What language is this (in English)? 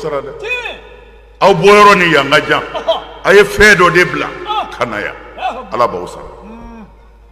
Bambara